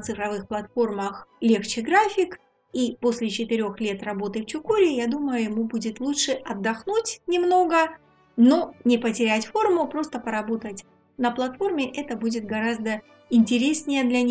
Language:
Russian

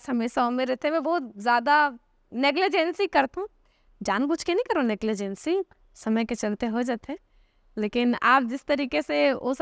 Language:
Chhattisgarhi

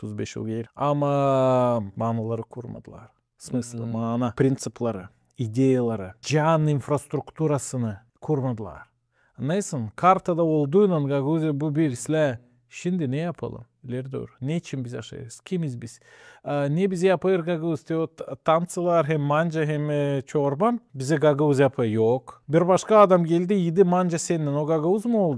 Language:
Gagauz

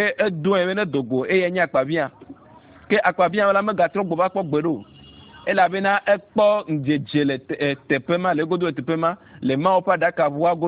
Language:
Ewe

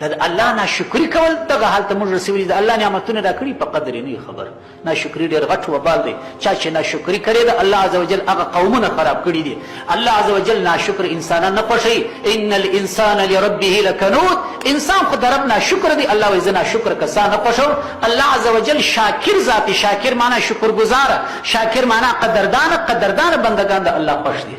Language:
Pashto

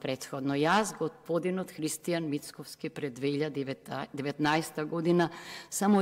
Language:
Macedonian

